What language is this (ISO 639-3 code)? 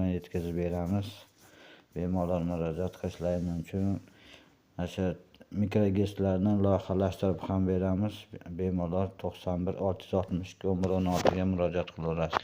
uzb